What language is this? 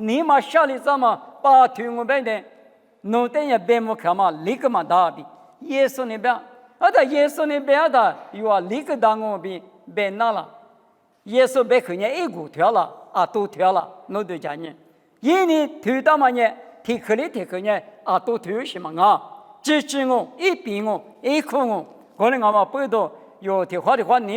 Lisu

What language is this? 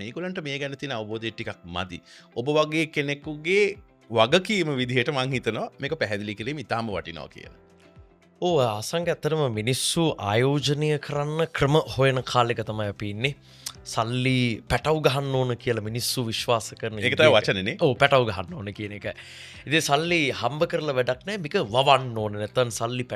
Sinhala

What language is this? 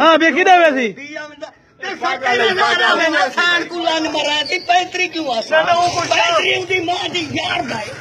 Saraiki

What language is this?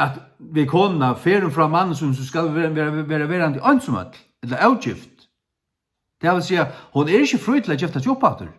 Faroese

